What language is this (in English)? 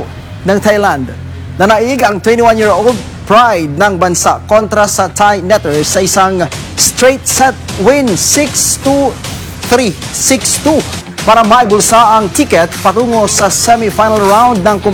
Filipino